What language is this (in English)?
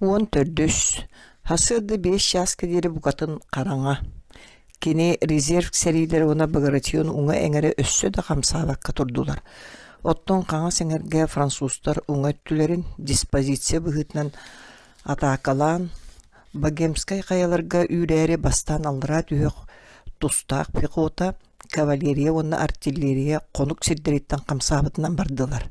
Yakut